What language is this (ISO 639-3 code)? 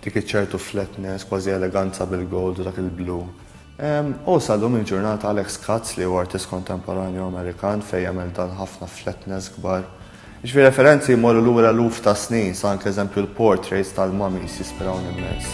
mlt